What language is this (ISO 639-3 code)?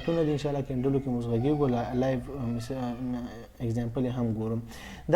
pus